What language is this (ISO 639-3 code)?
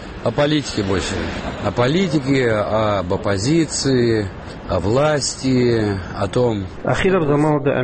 ava